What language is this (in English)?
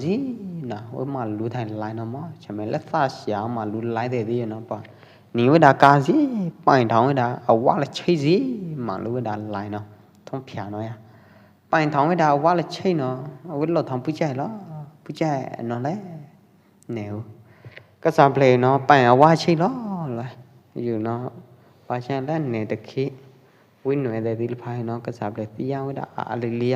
Pwo Eastern Karen